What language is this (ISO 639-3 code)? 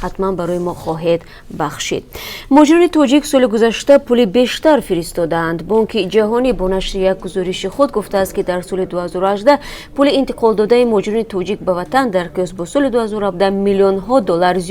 tgk